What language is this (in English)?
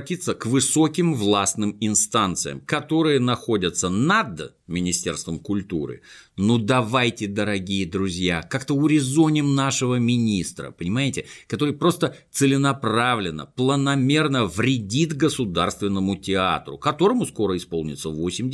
Russian